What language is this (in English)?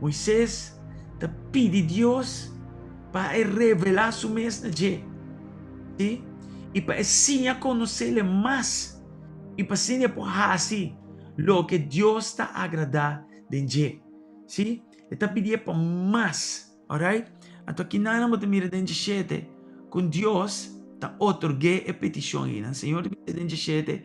Papiamento